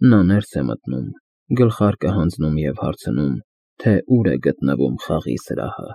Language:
Armenian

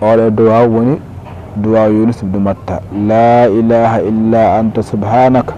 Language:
Fula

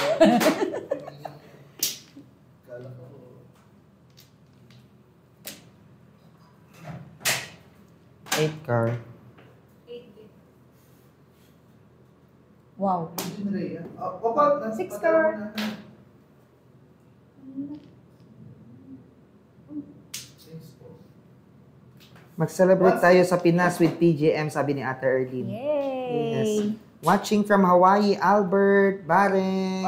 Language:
Filipino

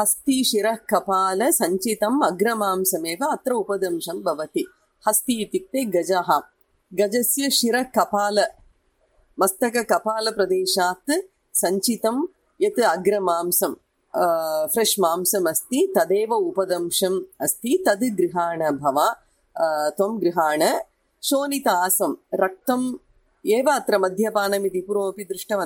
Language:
Sanskrit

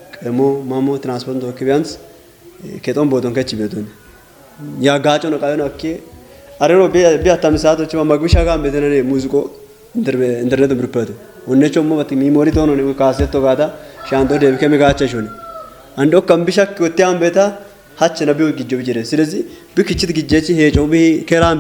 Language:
Kafa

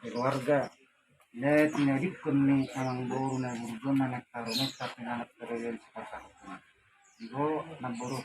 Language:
Batak Toba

